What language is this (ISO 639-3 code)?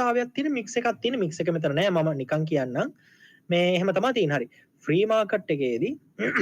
sin